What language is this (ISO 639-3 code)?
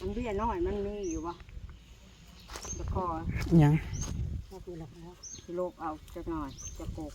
tts